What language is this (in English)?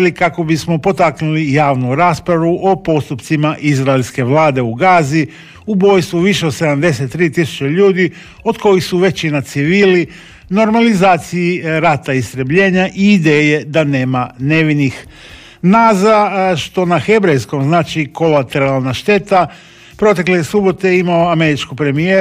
Croatian